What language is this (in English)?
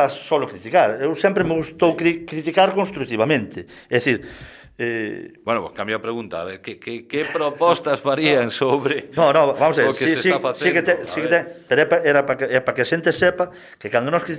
Galician